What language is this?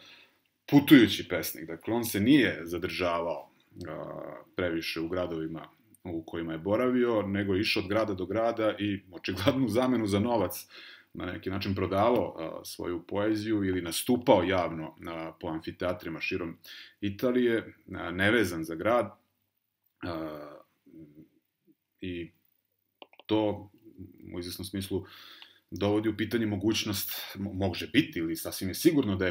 Serbian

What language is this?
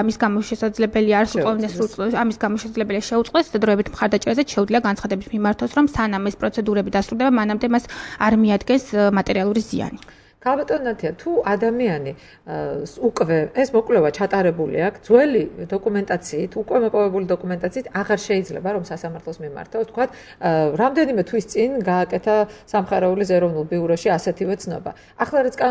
Georgian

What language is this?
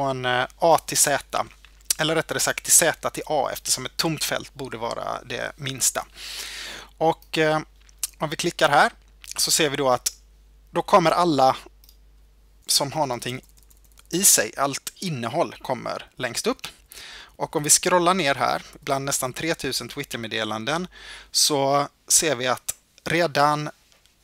Swedish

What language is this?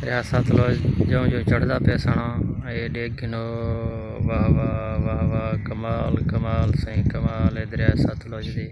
Saraiki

